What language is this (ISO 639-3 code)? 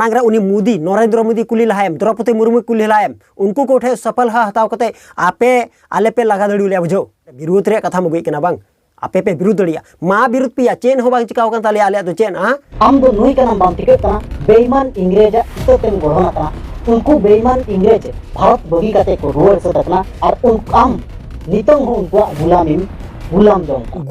sat